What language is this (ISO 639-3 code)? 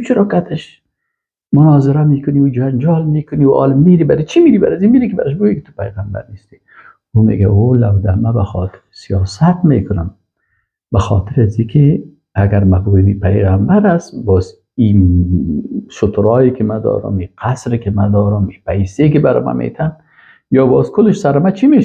fas